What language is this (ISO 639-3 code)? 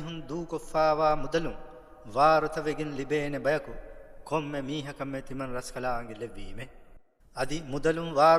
div